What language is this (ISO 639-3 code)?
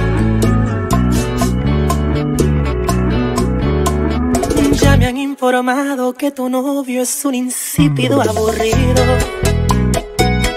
spa